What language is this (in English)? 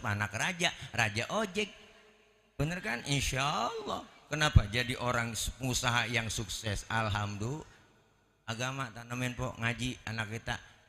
Betawi